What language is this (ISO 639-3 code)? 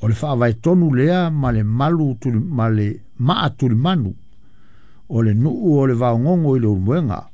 smo